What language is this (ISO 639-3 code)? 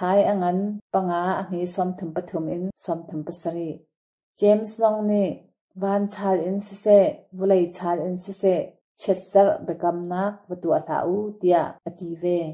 cnh